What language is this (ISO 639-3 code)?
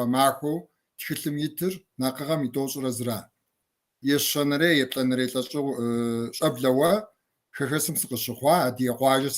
kbd